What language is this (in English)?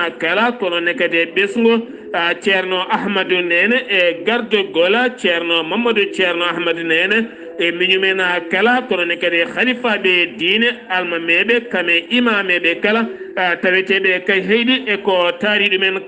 Fula